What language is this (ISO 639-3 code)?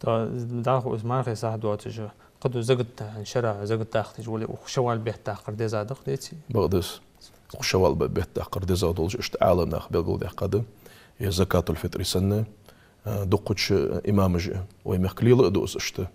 inh